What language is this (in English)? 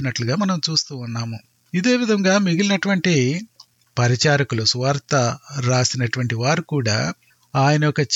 Telugu